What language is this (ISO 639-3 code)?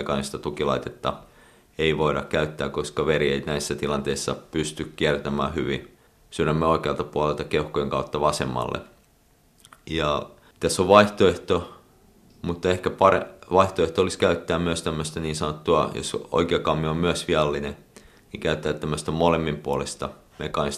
fin